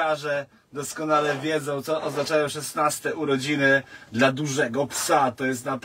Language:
Polish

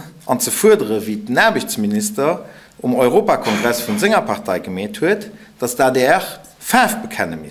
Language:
Luxembourgish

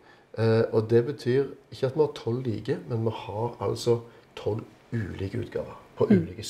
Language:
Norwegian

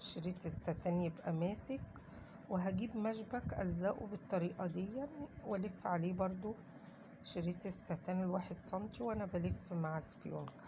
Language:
Egyptian Arabic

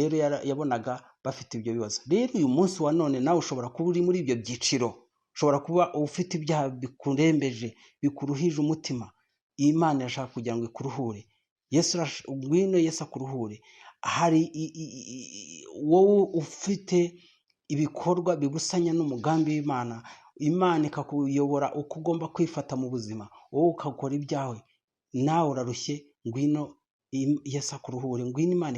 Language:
Kinyarwanda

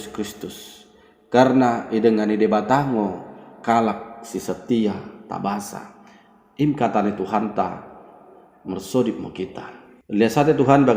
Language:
Batak Dairi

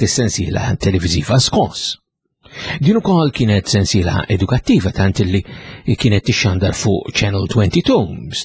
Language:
Maltese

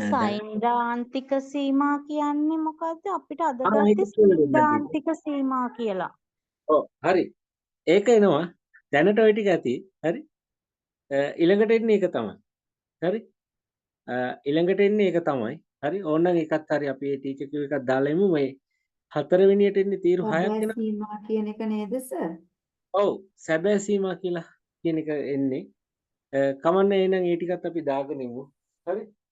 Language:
Sinhala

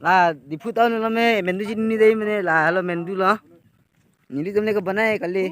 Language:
Karbi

